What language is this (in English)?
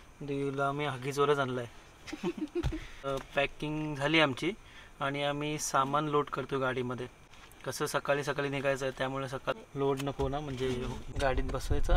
Marathi